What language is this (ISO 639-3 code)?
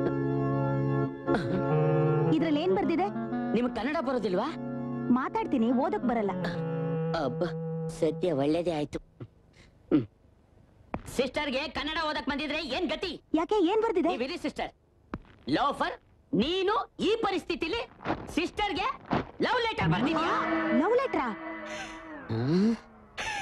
kan